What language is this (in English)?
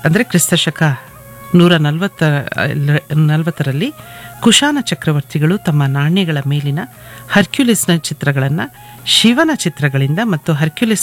Kannada